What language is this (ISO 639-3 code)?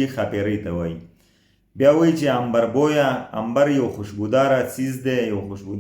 pus